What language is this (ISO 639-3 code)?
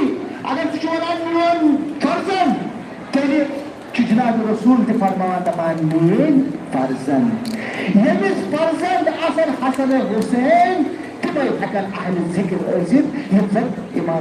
kas